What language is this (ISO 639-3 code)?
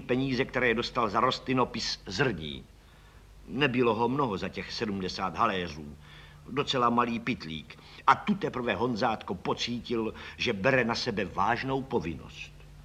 ces